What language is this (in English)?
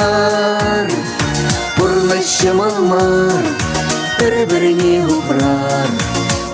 Chuvash